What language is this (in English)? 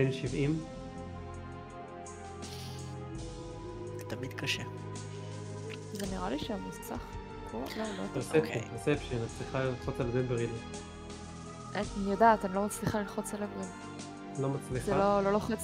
Hebrew